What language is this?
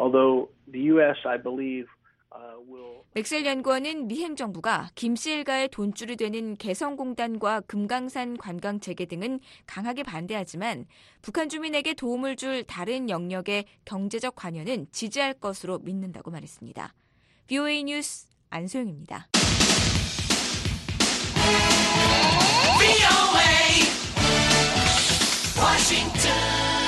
Korean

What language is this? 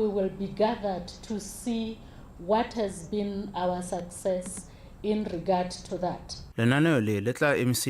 Tswana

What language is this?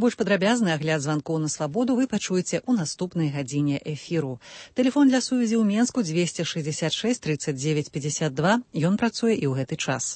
Belarusian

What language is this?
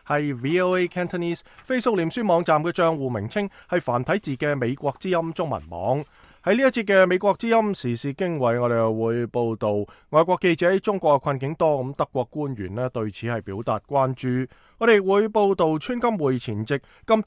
Cantonese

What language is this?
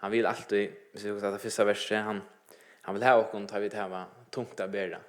Faroese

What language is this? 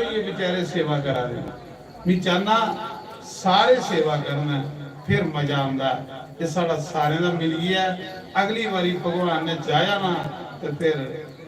Dogri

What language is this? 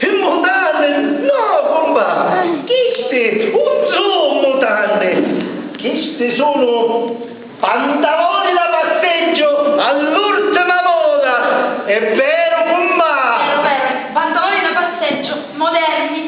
Sicilian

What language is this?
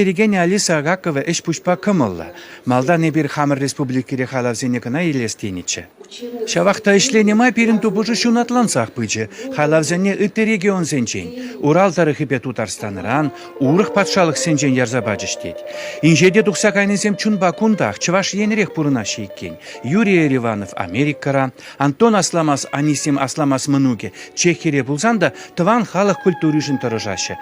Chuvash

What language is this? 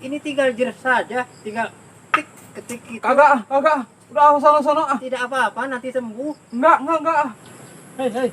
Betawi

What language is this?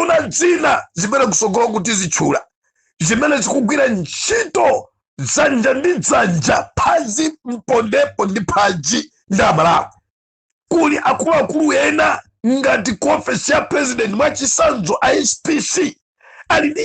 Nyanja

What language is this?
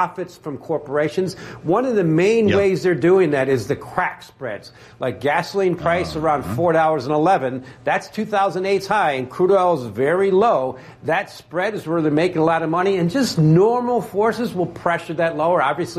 English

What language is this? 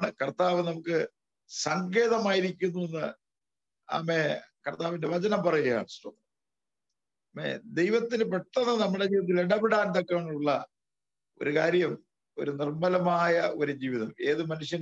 Malayalam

